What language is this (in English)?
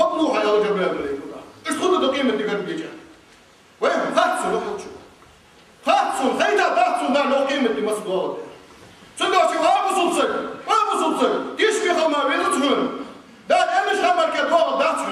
Ingush